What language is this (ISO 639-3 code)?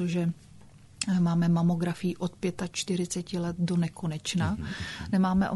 ces